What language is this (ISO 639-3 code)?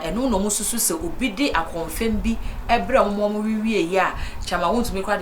aka